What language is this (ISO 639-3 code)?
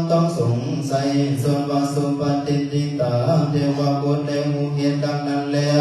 lao